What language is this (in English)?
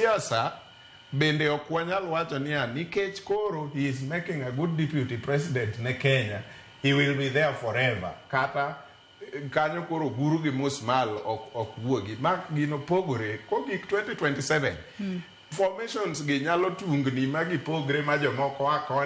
Luo (Kenya and Tanzania)